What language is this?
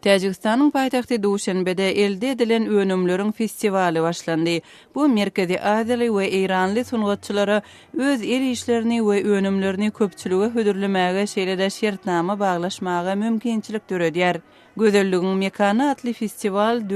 Turkmen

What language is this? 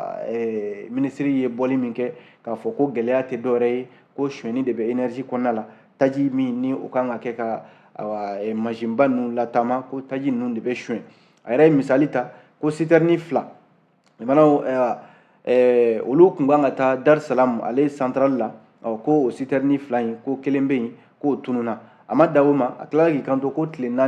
Bambara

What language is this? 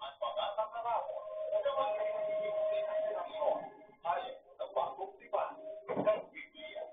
Bikol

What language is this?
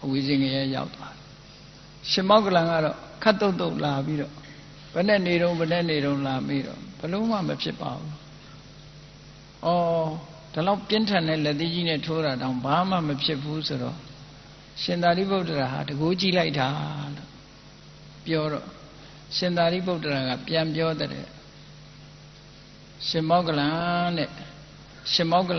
Burmese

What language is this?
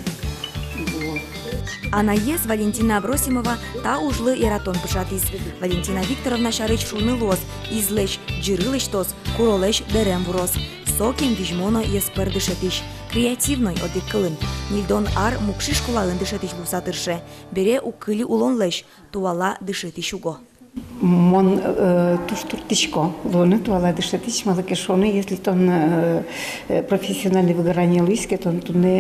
Udmurt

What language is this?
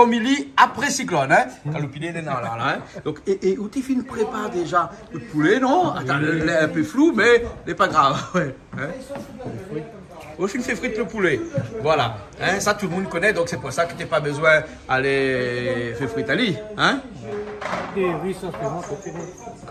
Réunion Creole French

